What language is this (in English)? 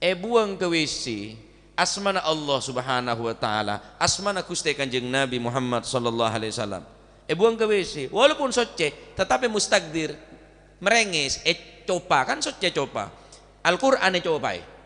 Madurese